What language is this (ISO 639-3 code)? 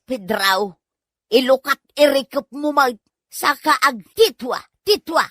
ilo